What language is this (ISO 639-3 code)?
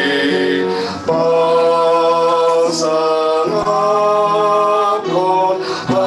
bts